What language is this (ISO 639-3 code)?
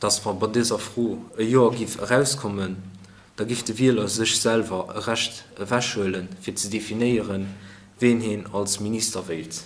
ltz